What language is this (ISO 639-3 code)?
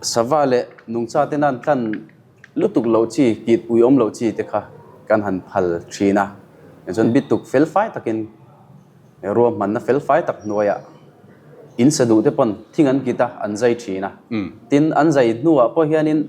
lus